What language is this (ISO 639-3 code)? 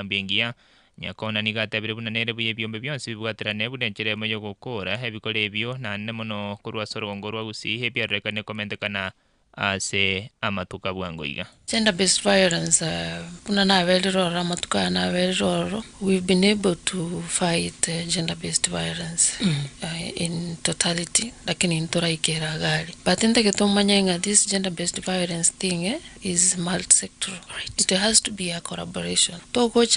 guz